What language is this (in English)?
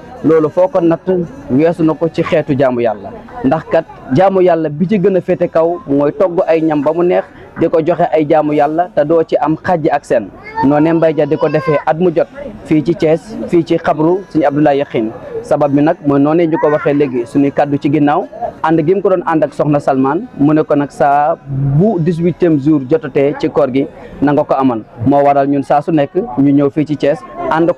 Wolof